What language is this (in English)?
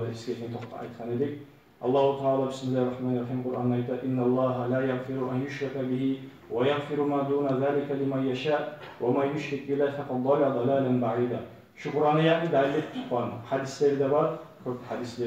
Kumyk